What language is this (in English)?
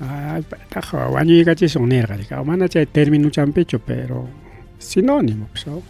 Ayacucho Quechua